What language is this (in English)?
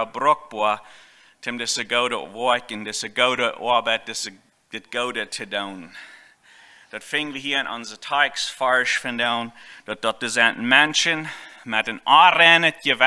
Plautdietsch